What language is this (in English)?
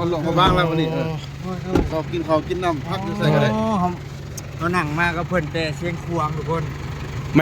Northeastern Thai